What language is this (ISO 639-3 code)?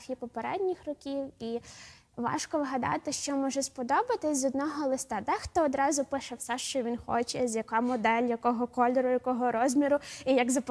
ukr